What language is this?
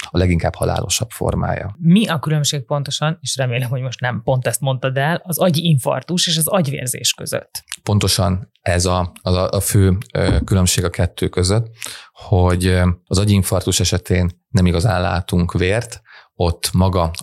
Hungarian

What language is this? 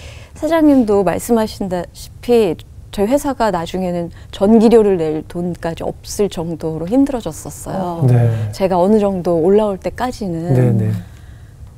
Korean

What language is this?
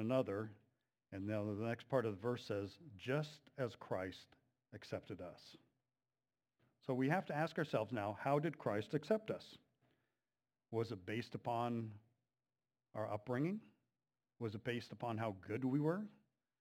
English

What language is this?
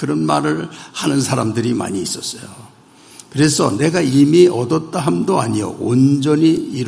Korean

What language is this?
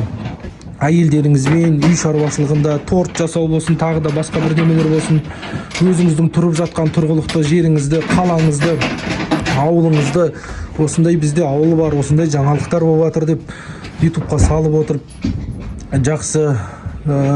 Kazakh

